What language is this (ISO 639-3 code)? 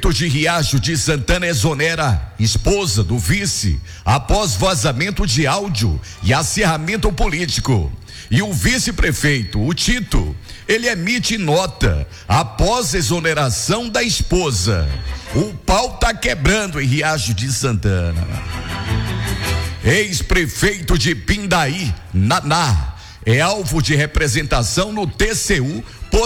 por